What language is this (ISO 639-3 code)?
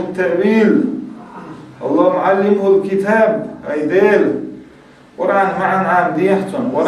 che